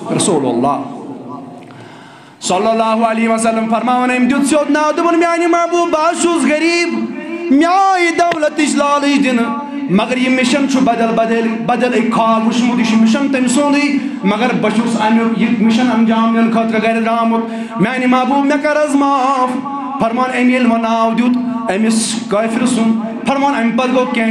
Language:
Kashmiri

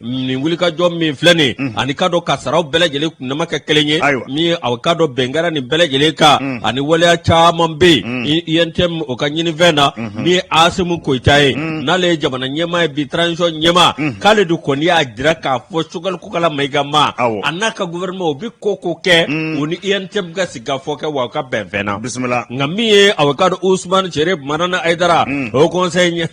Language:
Bambara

